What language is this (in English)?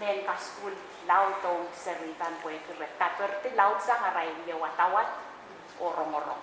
Pohnpeian